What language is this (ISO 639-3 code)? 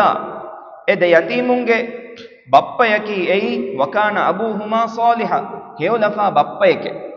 div